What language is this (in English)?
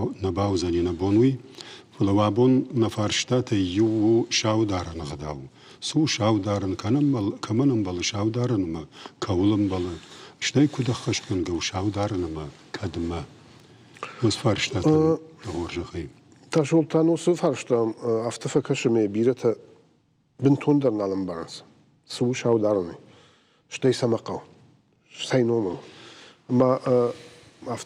Ossetic